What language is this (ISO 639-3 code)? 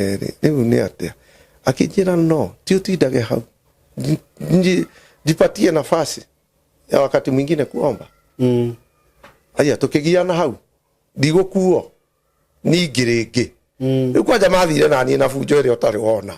kik